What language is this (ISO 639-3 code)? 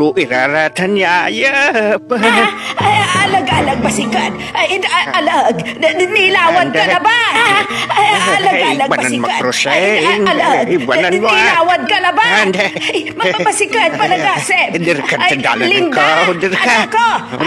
pag